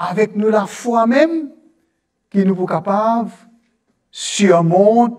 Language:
Morisyen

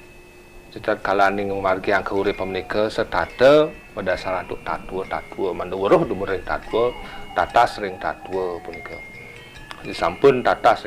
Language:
Balinese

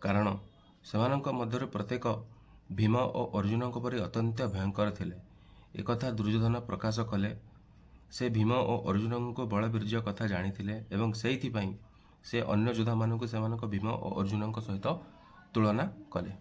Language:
Odia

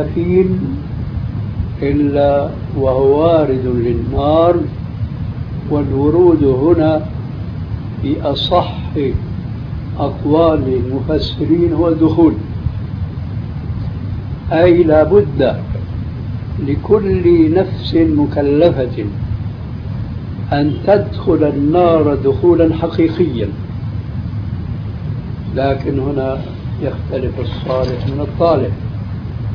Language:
Arabic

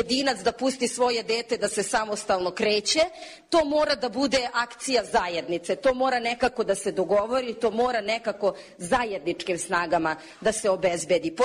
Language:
Serbian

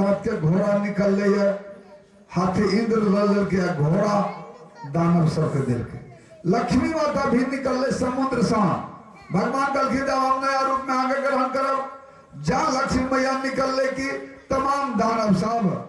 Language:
Maithili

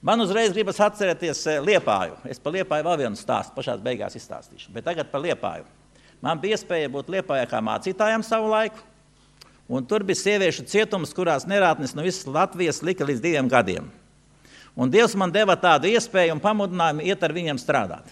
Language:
Latvian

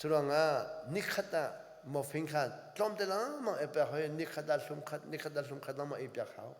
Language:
Hakha Chin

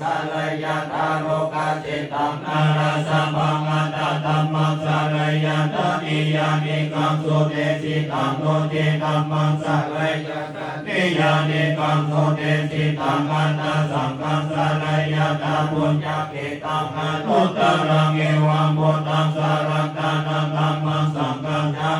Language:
Pali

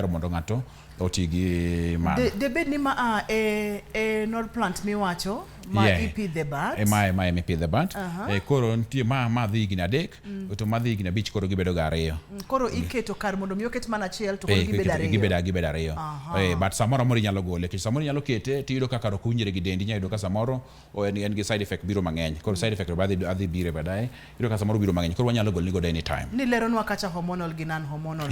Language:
Luo (Kenya and Tanzania)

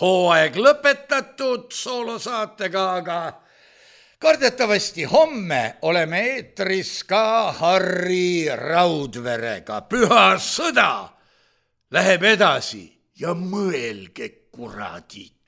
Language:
Estonian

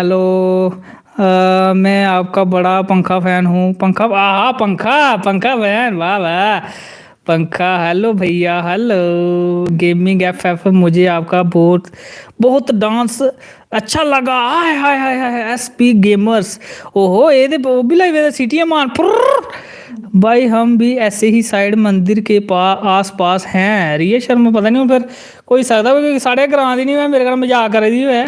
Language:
Dogri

